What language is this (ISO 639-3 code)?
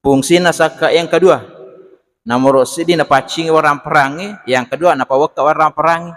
bug